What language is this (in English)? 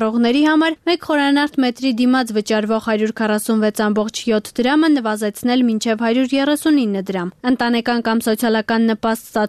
Armenian